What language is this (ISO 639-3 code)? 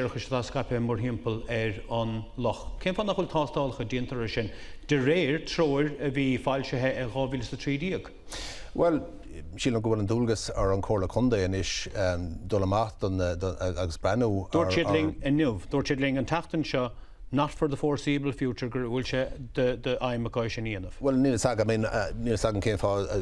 gle